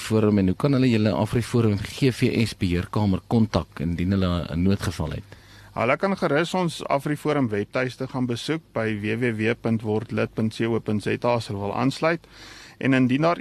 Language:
Afrikaans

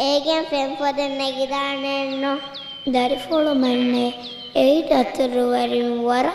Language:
Divehi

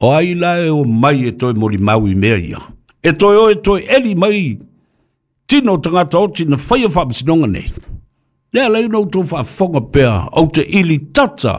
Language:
Samoan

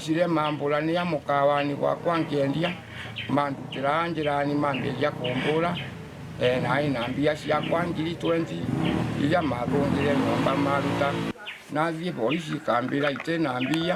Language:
Meru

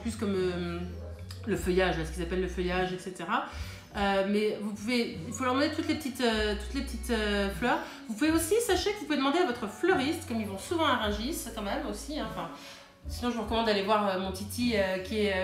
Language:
French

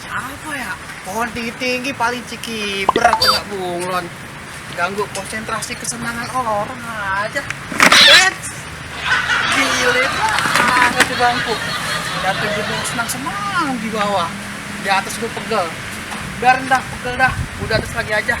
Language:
Betawi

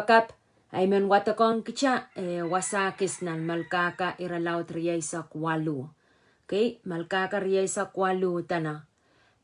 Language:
Pohnpeian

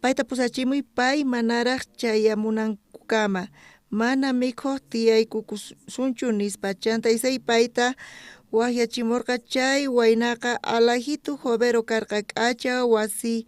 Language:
South Bolivian Quechua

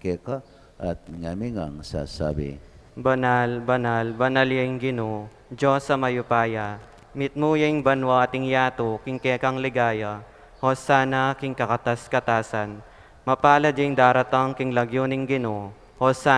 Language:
Pampanga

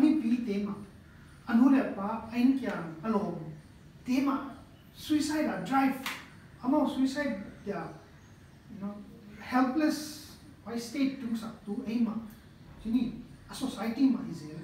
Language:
Paite Chin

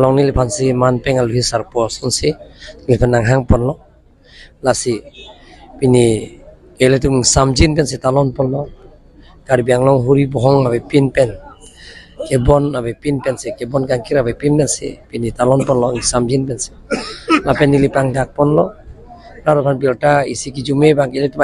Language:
Karbi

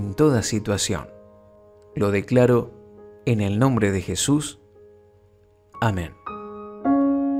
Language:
Spanish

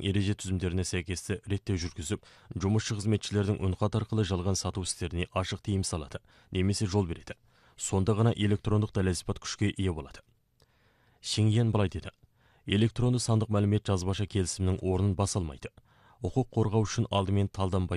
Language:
Kazakh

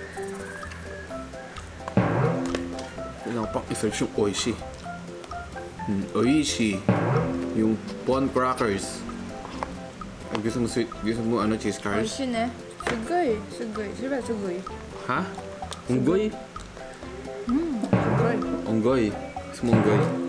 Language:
Filipino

